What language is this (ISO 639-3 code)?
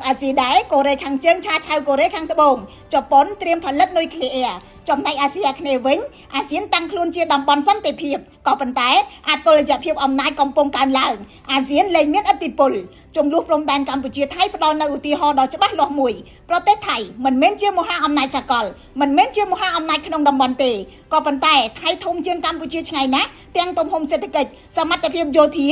khm